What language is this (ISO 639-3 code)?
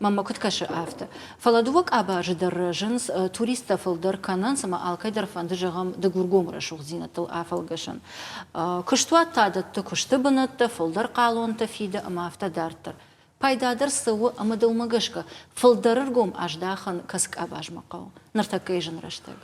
oss